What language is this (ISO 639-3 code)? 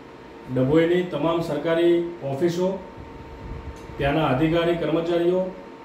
guj